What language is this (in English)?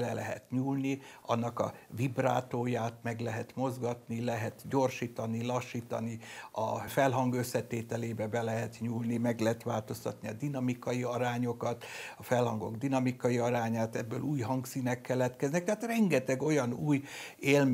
Hungarian